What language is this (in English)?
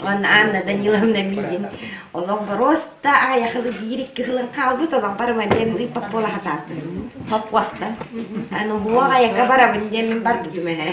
Yakut